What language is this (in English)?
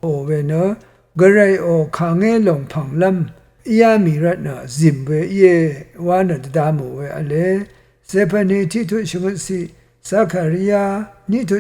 Rawang